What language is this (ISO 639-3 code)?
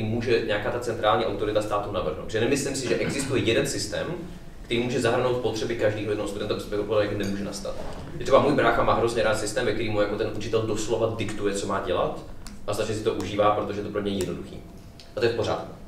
ces